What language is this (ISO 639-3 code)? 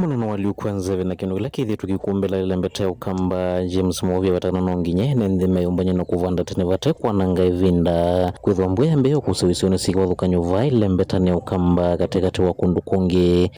kam